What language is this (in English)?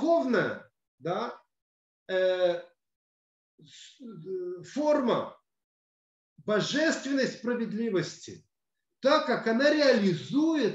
Russian